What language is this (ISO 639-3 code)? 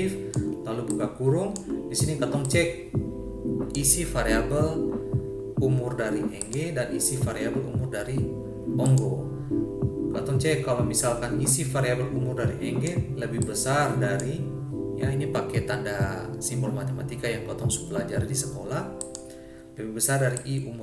abs